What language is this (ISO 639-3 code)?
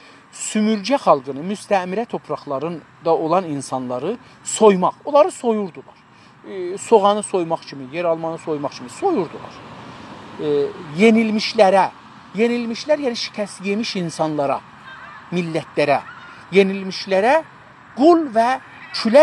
azb